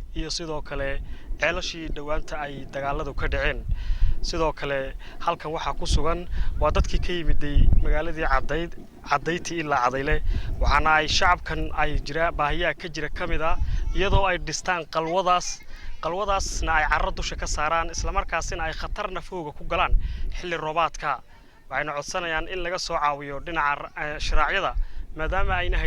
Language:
Somali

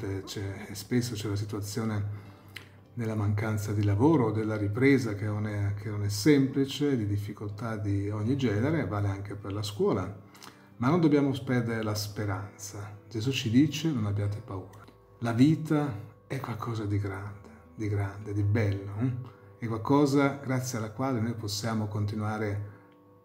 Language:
Italian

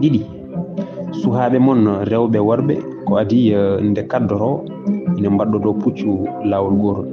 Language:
Fula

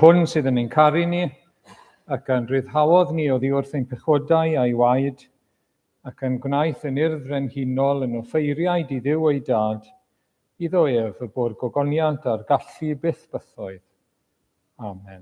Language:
Welsh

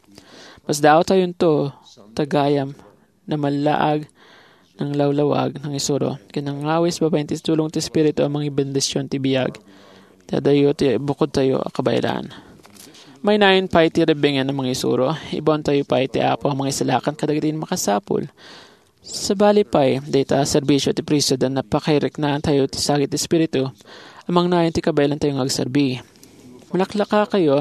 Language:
Iloko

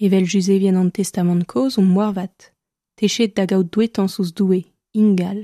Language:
Breton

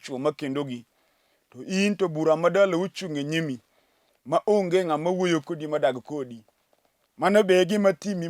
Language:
Luo (Kenya and Tanzania)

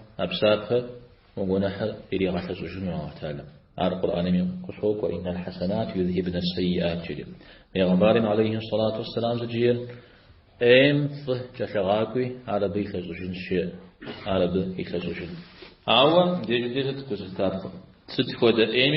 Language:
Kabardian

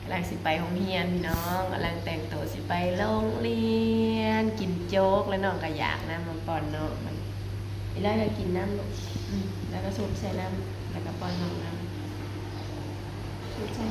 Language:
Northeastern Thai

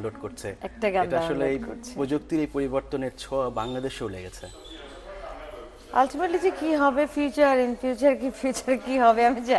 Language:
Bangla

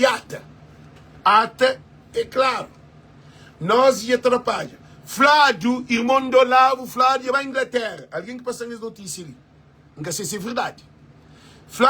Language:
Kabuverdianu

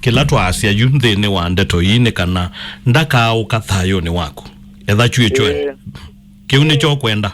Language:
Kamba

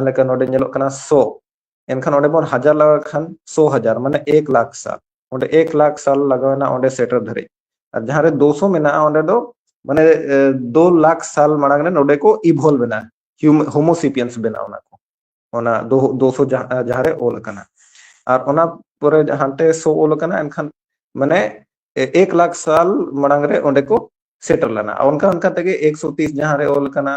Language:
Santali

